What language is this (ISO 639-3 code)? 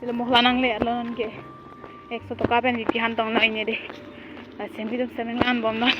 mjw